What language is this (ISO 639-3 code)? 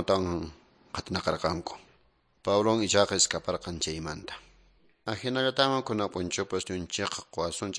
que